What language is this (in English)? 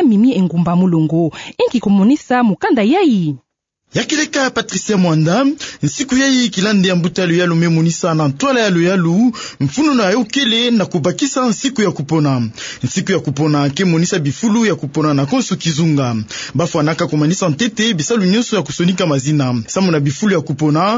Kituba (Democratic Republic of Congo)